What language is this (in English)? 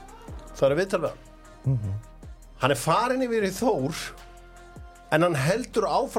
Icelandic